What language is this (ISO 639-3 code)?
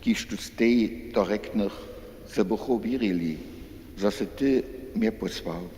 hsb